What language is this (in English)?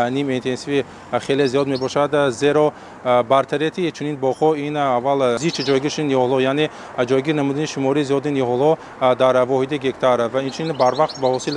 Tajik